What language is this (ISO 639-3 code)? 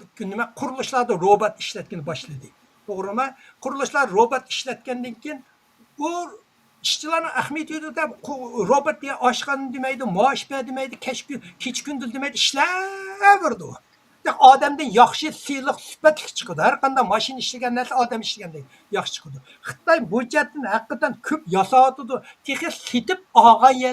uig